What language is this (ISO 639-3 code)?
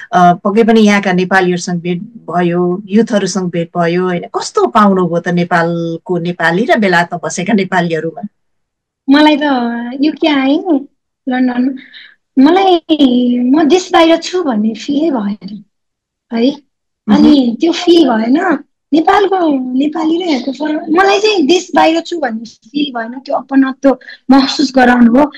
nep